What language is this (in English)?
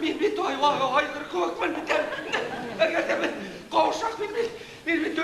Bashkir